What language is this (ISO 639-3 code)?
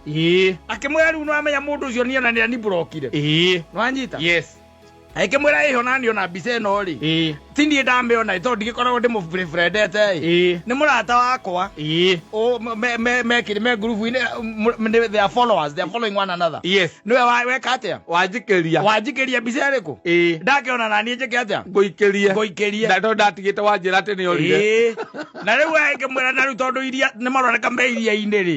kik